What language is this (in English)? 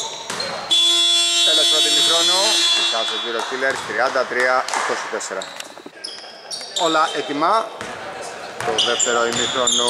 Greek